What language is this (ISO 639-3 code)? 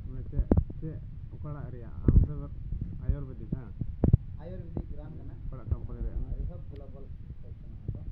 sat